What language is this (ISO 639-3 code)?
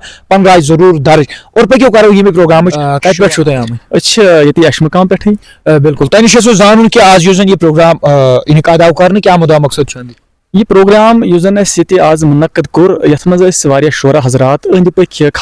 kas